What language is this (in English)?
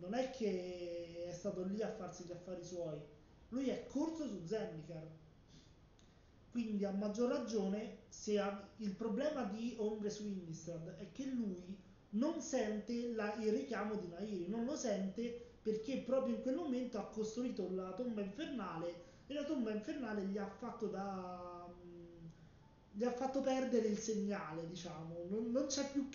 Italian